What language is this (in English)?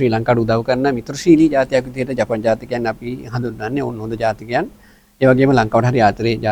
Sinhala